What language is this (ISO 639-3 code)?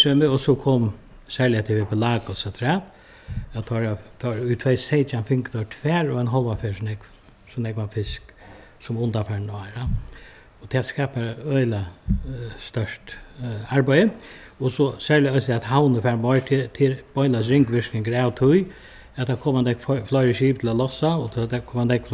fao